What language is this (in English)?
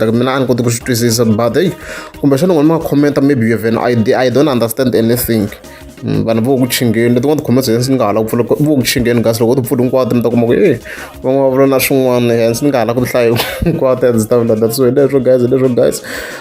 Tsonga